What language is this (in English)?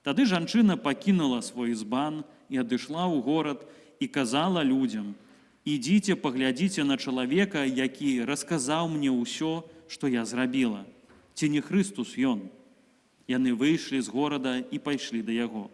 Belarusian